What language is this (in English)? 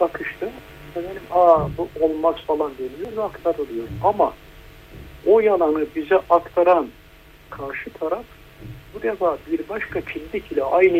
Turkish